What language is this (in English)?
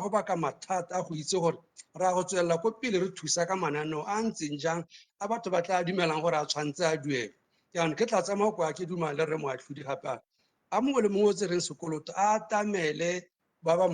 Tswana